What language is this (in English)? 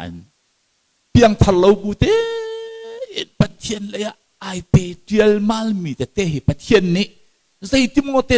Hakha Chin